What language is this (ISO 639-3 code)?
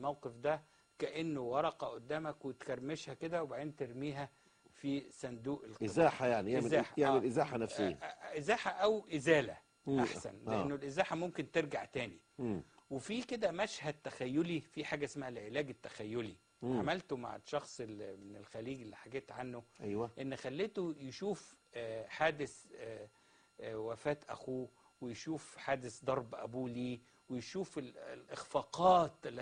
arz